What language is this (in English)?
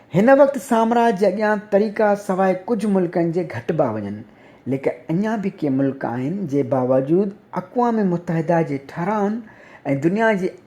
Sindhi